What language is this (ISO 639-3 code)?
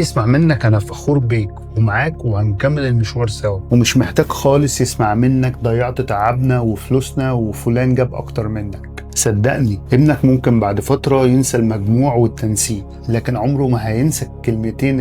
arz